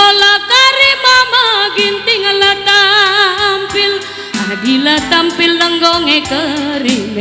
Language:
Batak Karo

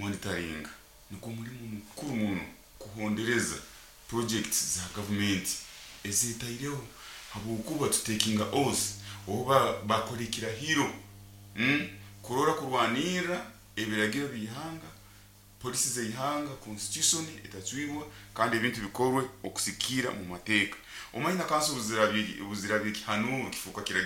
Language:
Nyoro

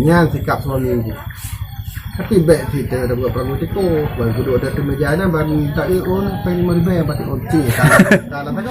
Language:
Achinese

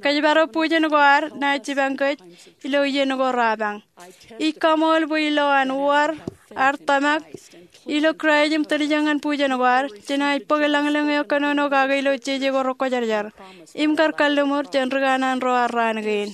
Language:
Marshallese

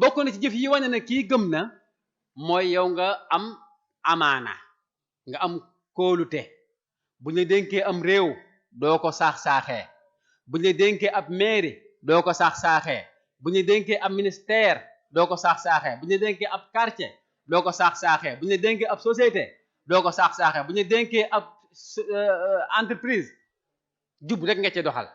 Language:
Wolof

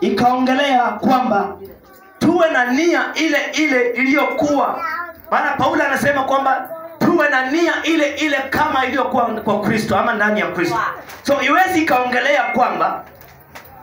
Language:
Swahili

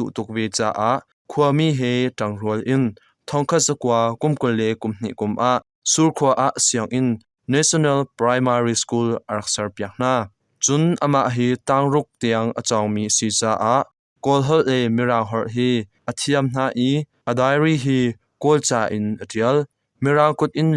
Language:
Hakha Chin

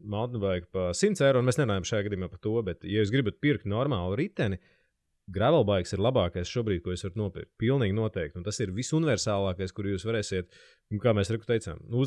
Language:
Latvian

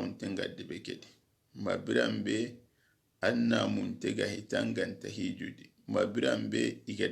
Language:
Soninke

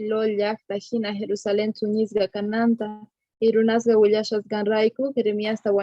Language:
Quechua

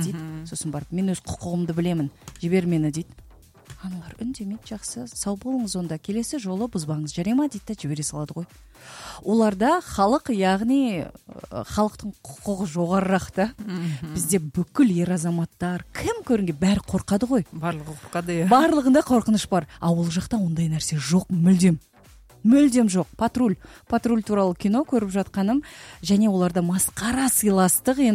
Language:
Kazakh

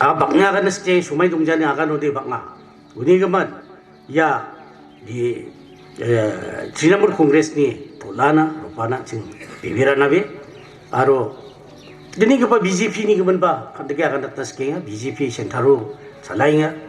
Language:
Garo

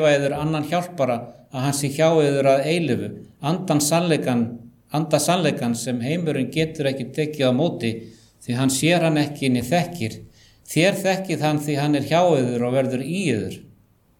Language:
Icelandic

